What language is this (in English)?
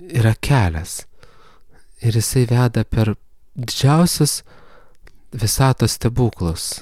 Lithuanian